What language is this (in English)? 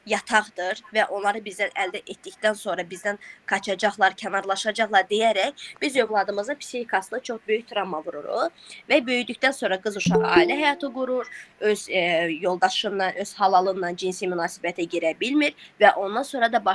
Azerbaijani